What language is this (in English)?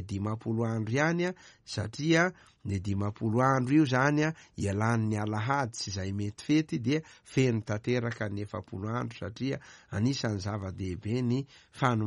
Malagasy